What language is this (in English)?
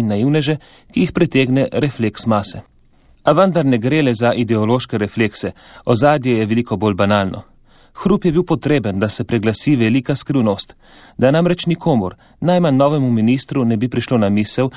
Slovenian